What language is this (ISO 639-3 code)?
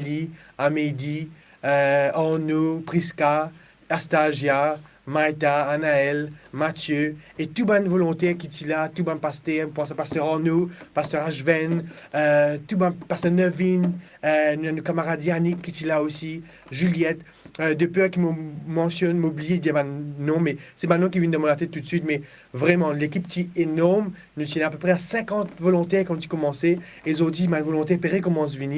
mfe